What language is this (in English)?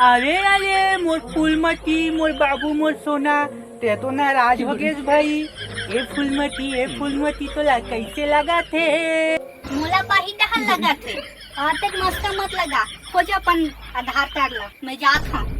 Chhattisgarhi